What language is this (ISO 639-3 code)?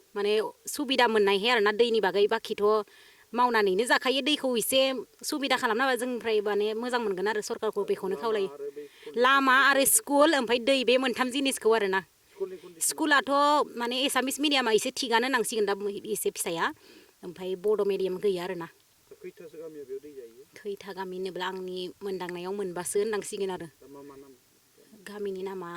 brx